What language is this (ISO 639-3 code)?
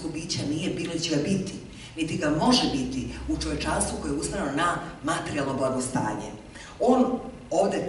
srp